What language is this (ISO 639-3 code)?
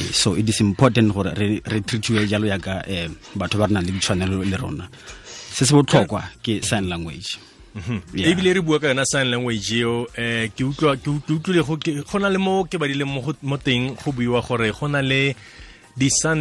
tsn